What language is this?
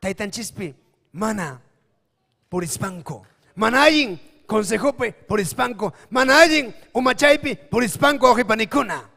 Ayacucho Quechua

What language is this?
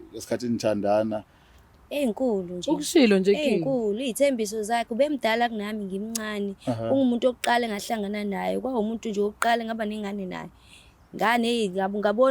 Zulu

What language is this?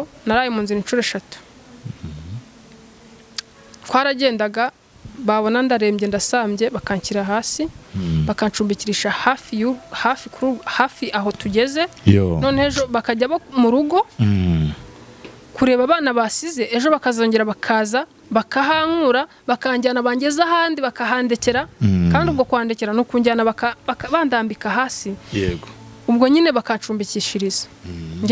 Kinyarwanda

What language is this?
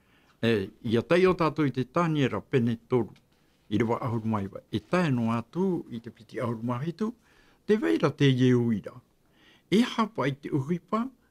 Tahitian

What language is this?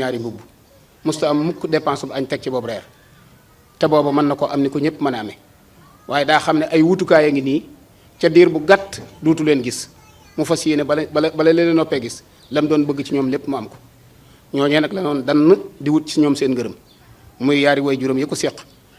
Wolof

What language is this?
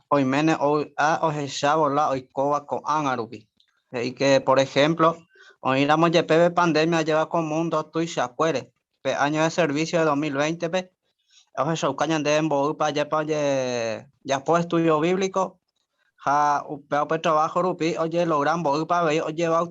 Guarani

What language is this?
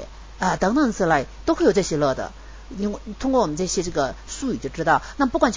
Chinese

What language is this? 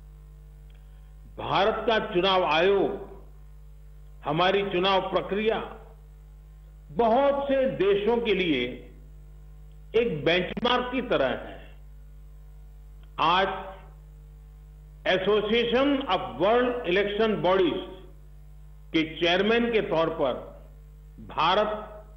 Hindi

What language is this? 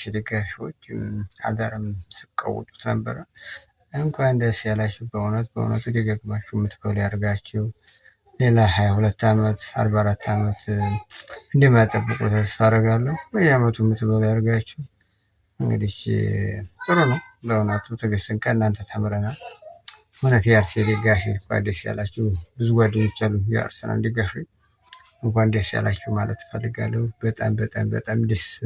Amharic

